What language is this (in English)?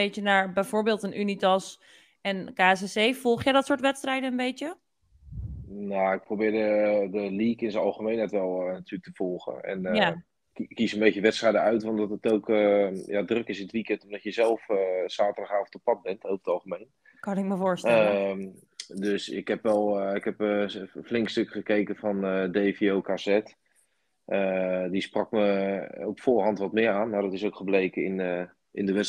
Dutch